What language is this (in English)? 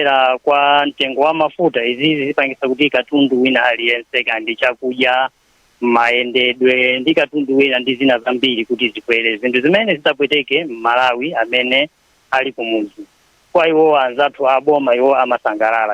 Nyanja